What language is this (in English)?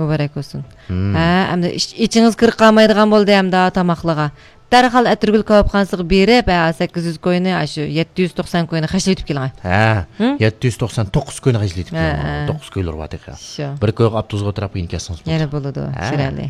Uyghur